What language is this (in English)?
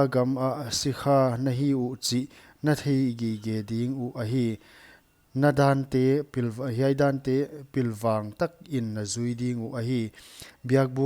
Paite Chin